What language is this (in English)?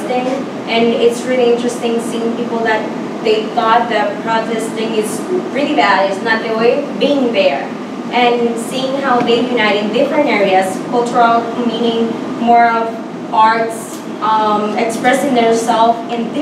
English